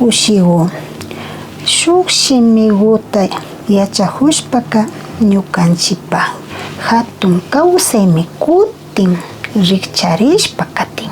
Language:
Imbabura Highland Quichua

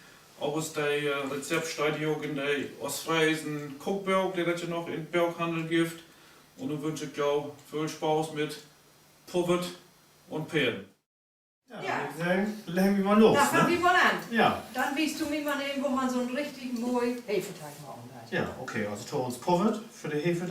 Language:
Low German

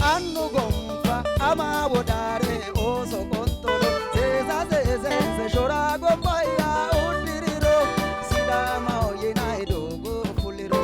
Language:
Sidamo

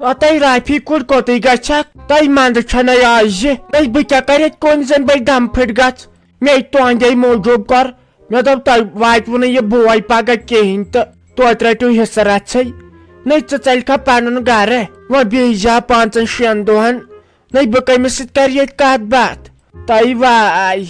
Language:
Kashmiri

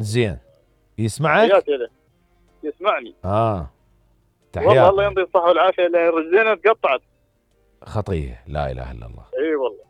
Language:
Mesopotamian Arabic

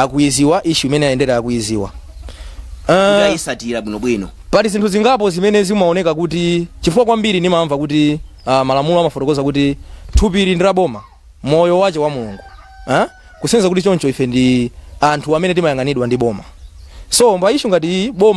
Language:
Nyanja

